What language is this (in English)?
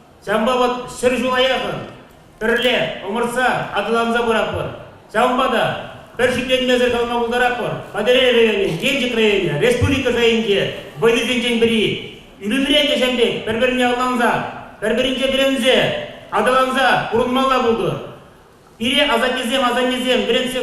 Chuvash